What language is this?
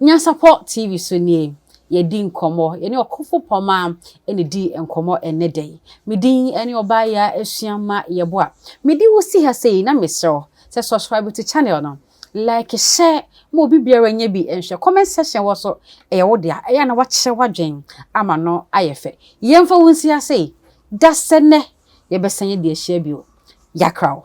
Akan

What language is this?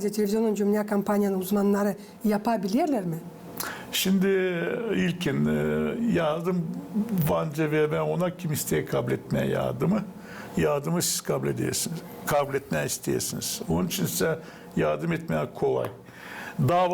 Gagauz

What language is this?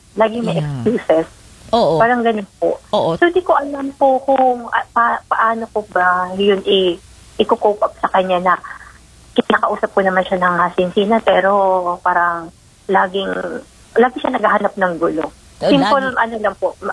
Filipino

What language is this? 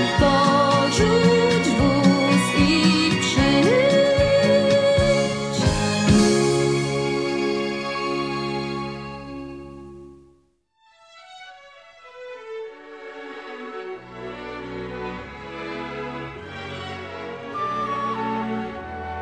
Polish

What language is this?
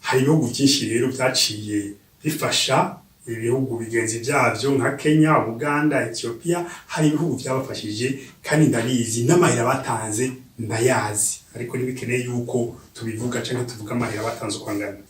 Rundi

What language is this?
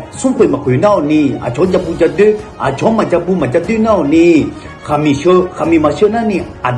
Akha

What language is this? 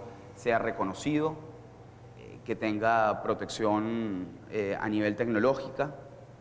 Spanish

